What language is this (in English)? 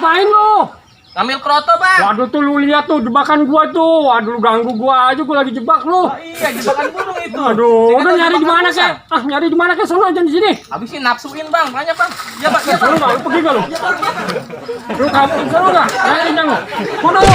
Betawi